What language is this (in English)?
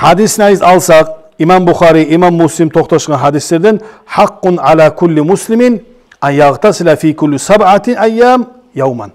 Kumyk